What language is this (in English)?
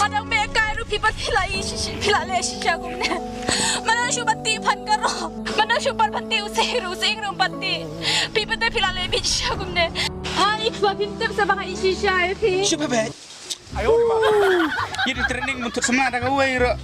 Khasi